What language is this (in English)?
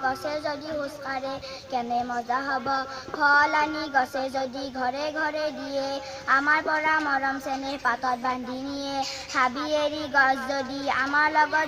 Assamese